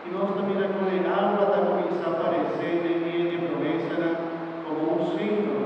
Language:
Papiamento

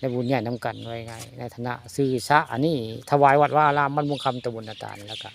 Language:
Northeastern Thai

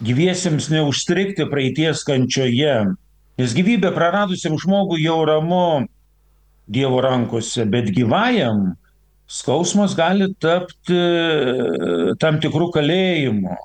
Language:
Lithuanian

